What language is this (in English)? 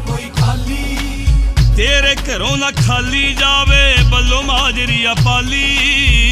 Punjabi